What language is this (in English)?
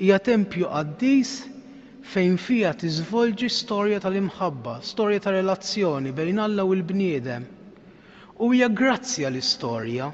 Maltese